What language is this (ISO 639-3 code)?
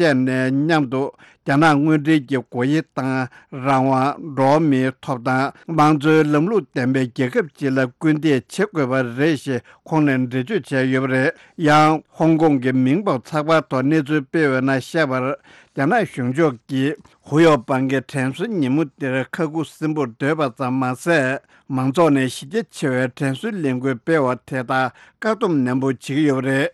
bod